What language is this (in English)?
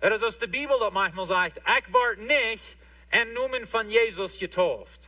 Plautdietsch